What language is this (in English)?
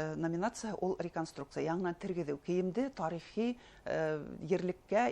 Bashkir